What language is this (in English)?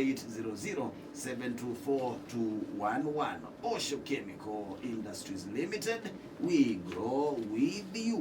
Kamba